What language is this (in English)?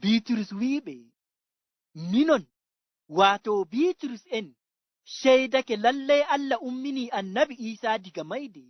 Fula